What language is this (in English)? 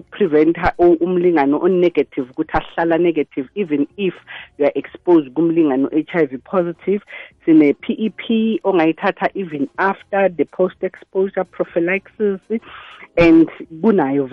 South Ndebele